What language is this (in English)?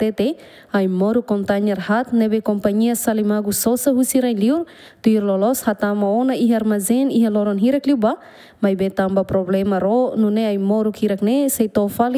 Tetum